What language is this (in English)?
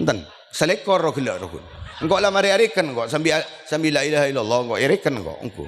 Madurese